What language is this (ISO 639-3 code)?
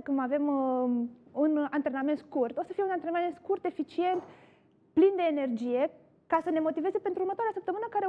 ron